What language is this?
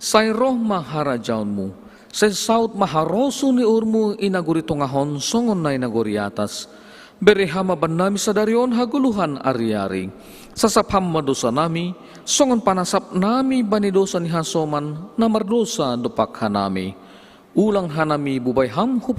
Batak Simalungun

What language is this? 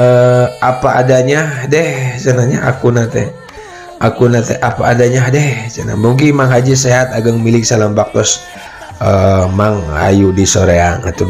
Sundanese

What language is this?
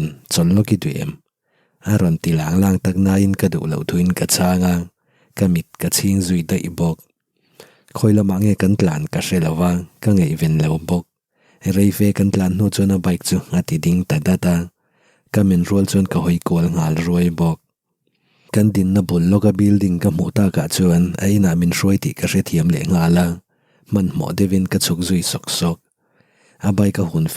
Mizo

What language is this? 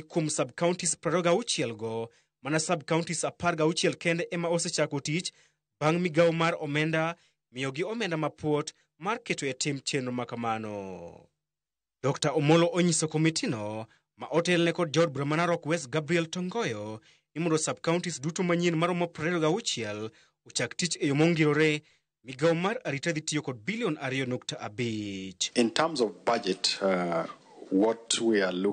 Luo (Kenya and Tanzania)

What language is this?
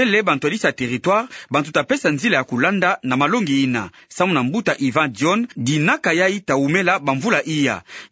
Kituba (Democratic Republic of Congo)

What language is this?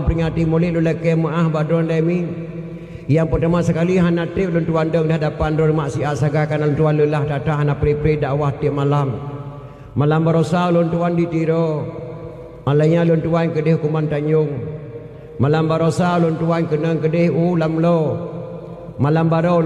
Achinese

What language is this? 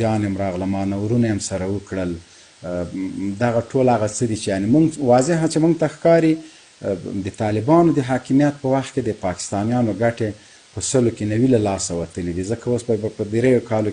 Pashto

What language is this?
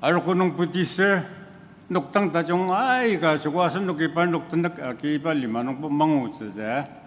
Ao Naga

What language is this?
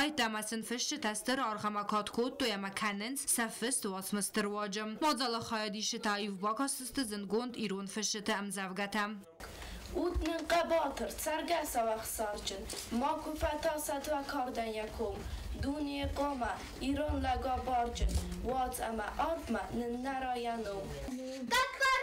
Ossetic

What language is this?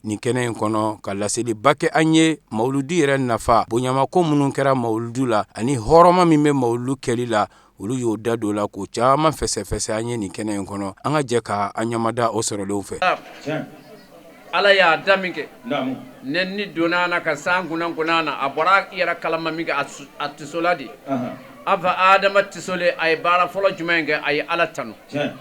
Bambara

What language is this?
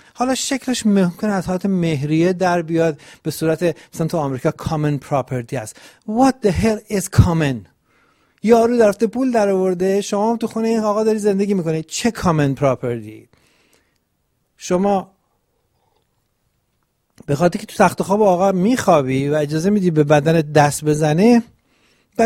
Persian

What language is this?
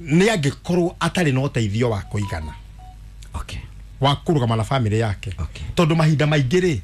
Kikuyu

